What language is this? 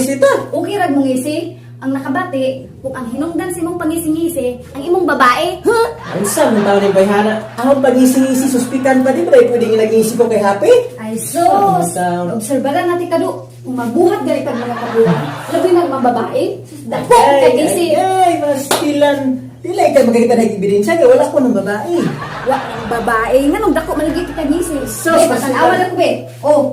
Cebuano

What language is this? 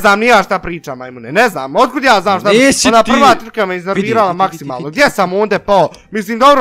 Bosnian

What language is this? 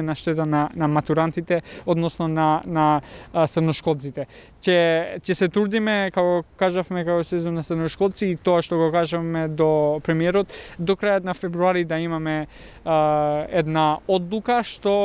Macedonian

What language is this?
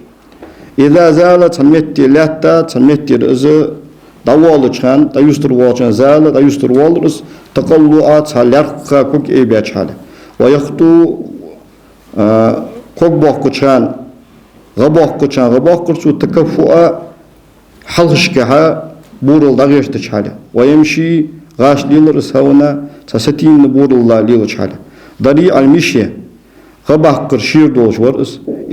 Ingush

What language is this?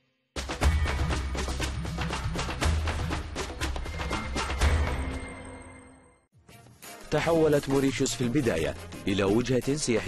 Arabic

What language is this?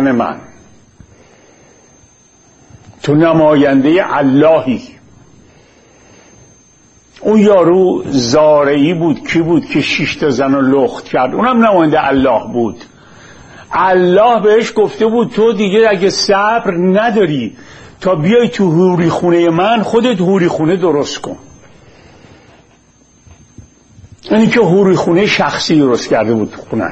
Persian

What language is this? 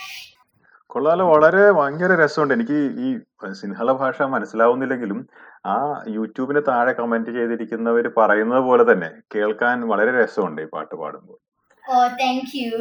Malayalam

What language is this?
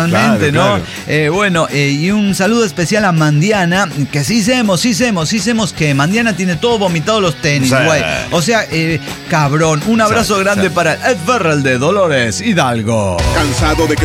Spanish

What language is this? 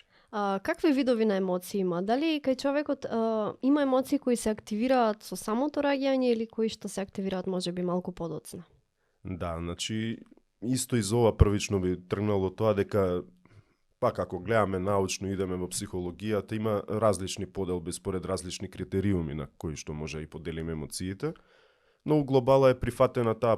Macedonian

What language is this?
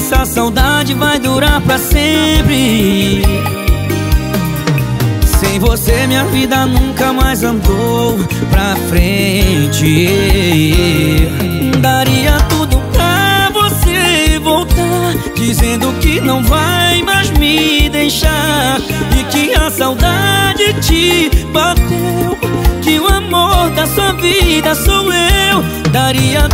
Portuguese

